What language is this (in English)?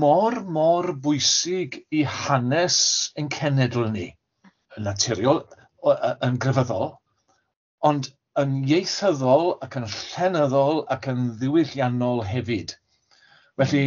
Welsh